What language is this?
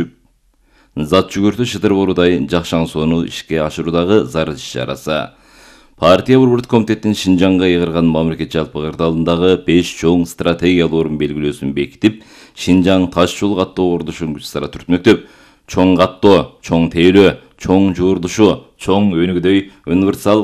Kyrgyz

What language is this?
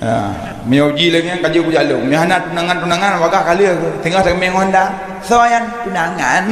Achinese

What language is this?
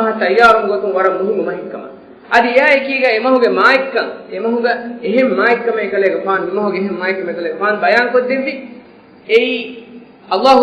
Divehi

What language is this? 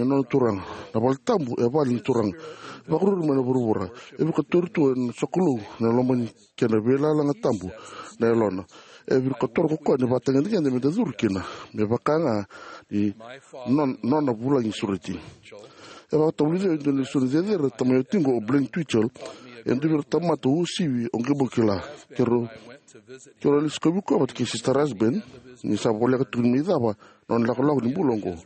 Fijian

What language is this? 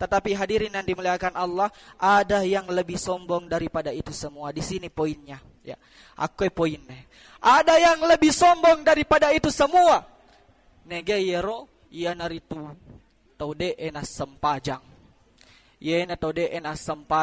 Buginese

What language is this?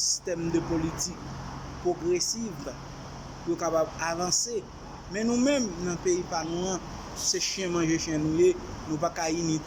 Haitian Creole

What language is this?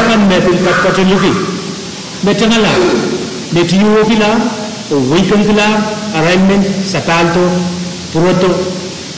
Pohnpeian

